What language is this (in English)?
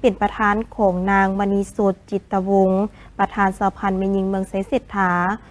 Lao